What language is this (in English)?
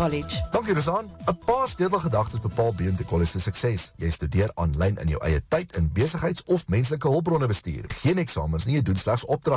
Afrikaans